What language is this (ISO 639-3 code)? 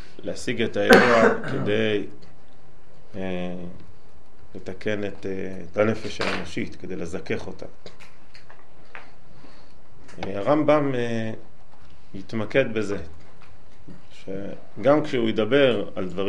heb